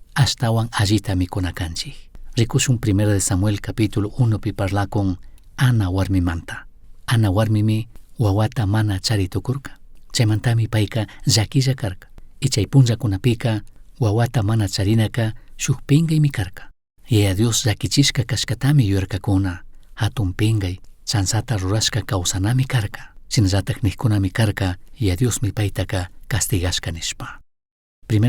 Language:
Chimborazo Highland Quichua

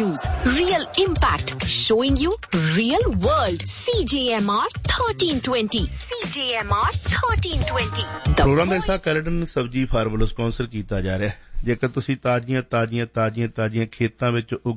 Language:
Punjabi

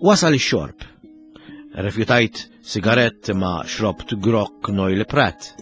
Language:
Maltese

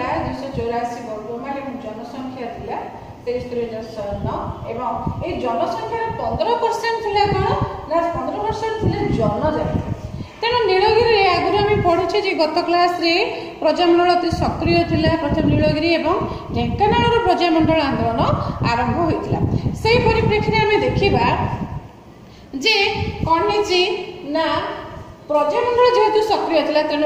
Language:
Odia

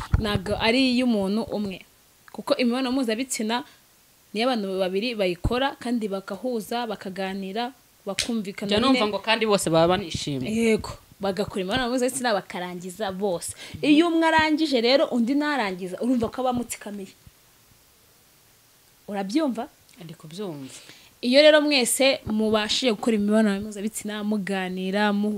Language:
Kinyarwanda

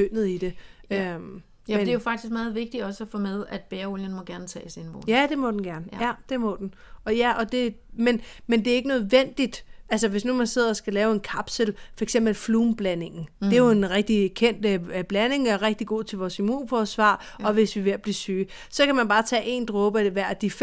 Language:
Danish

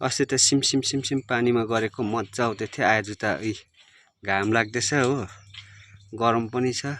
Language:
Nepali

